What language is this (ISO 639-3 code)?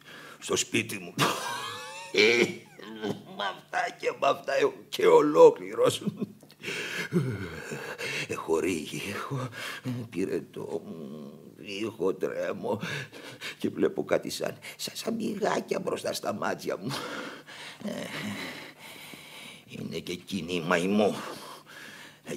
ell